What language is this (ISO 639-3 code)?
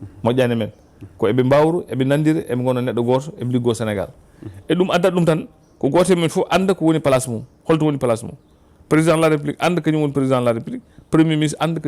ful